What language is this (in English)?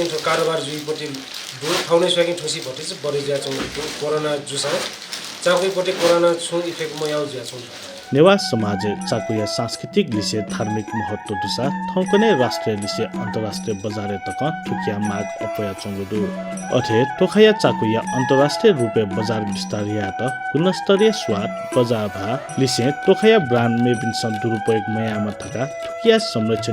Newari